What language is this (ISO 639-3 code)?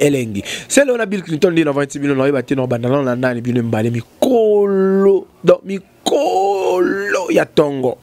lin